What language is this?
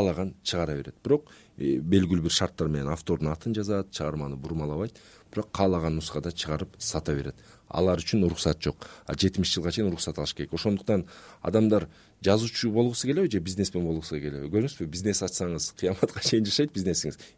Kyrgyz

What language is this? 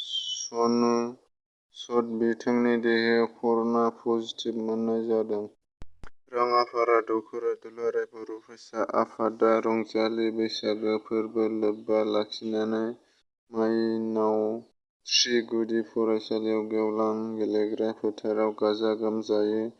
Bodo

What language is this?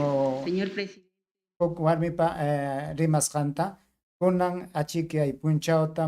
Ayacucho Quechua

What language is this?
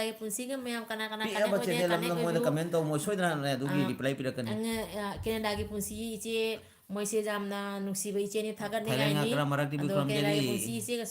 Manipuri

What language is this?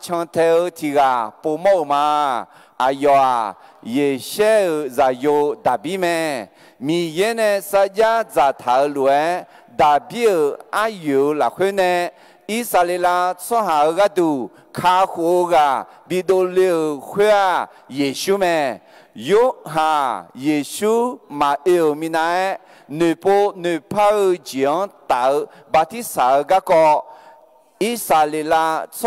Akha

